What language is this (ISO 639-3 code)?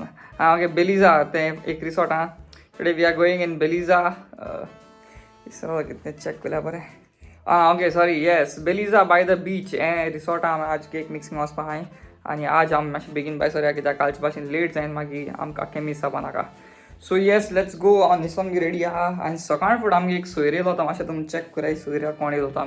kok